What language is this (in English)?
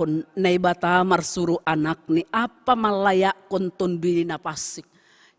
Batak Simalungun